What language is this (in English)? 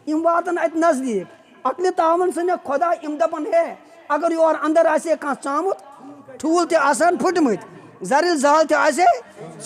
Kashmiri